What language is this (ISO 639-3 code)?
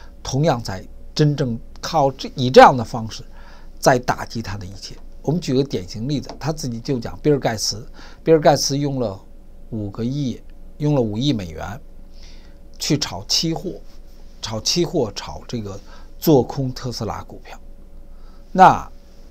zho